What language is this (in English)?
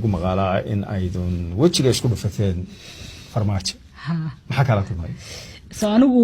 Somali